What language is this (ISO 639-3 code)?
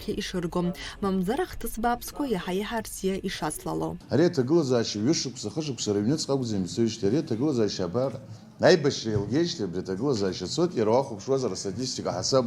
abk